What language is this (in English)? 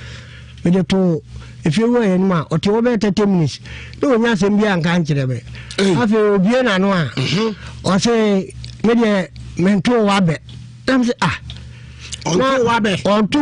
Akan